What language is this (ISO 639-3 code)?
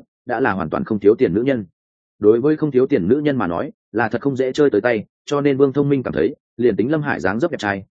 vie